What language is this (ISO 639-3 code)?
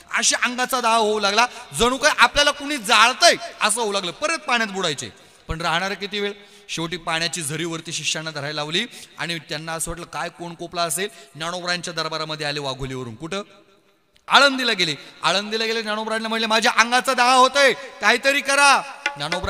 mar